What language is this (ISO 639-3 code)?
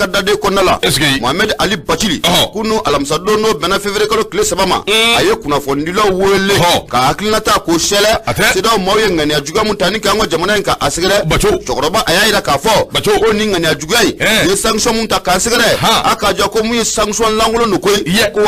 bam